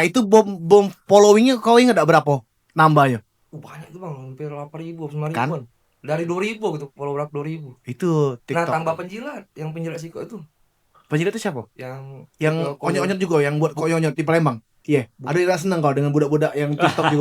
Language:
Musi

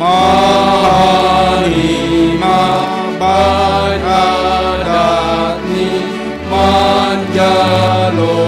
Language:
Batak Simalungun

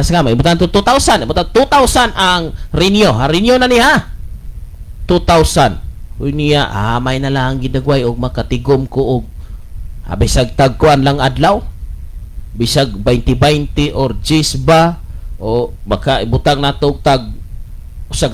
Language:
Cebuano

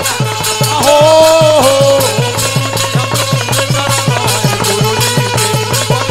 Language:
Bhojpuri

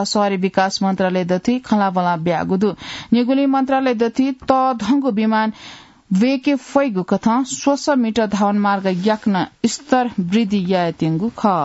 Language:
Newari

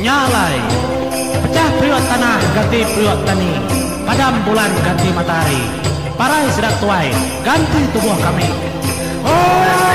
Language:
Iban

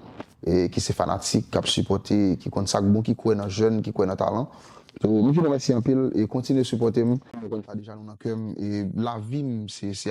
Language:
Haitian Creole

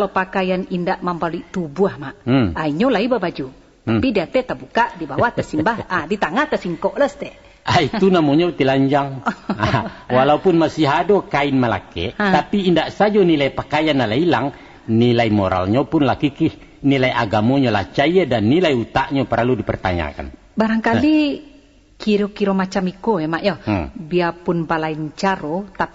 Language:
Minangkabau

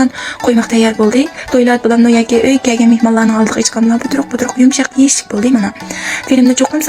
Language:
Uyghur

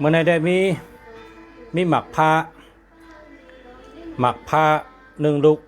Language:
Shan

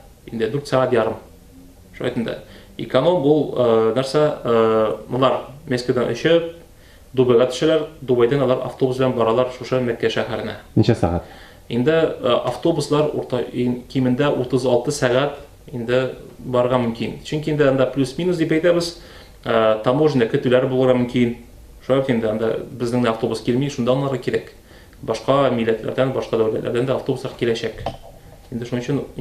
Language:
Tatar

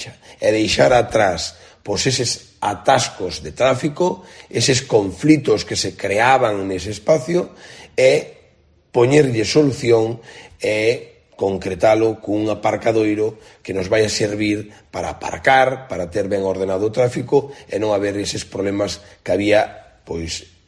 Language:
Galician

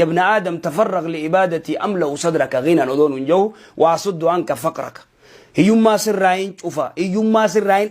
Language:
Oromo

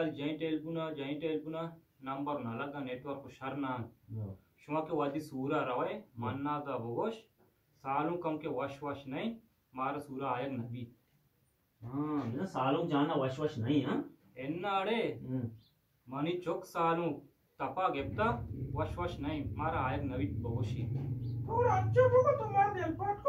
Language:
Baluchi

